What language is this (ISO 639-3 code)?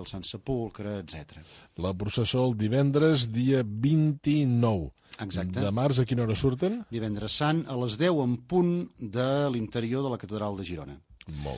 cat